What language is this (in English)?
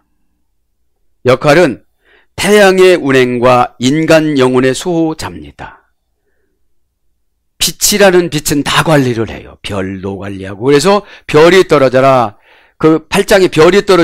Korean